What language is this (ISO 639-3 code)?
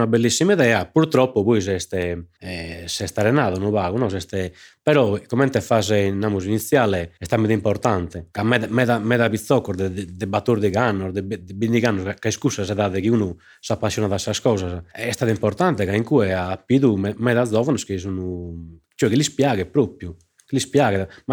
srd